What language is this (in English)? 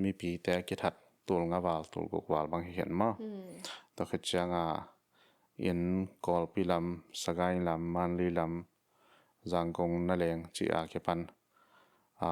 Tedim Chin